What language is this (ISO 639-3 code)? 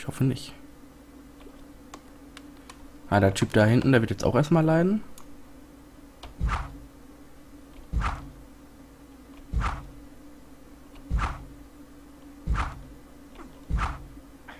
deu